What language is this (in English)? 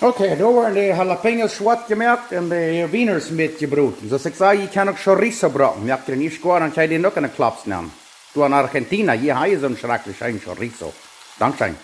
Plautdietsch